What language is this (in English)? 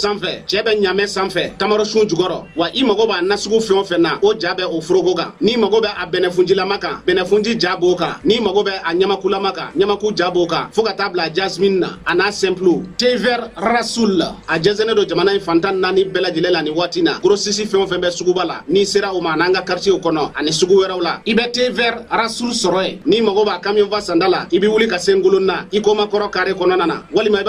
Bambara